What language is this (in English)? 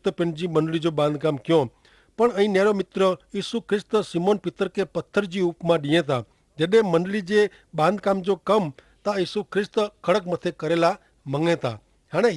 Kachhi